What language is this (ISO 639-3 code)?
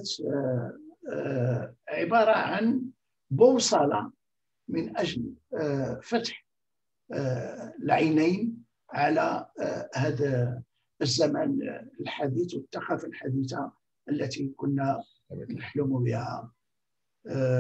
ara